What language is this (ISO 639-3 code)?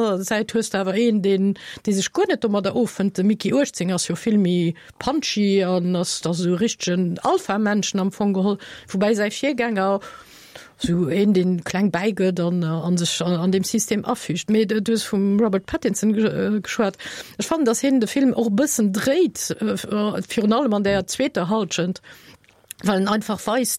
ltz